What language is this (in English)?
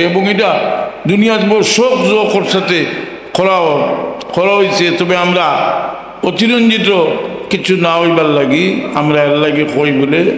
Sylheti